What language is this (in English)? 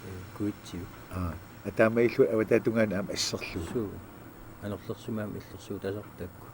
Kalaallisut